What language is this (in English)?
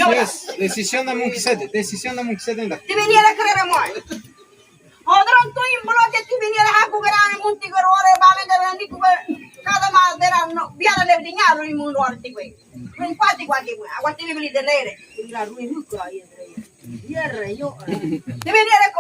Ngäbere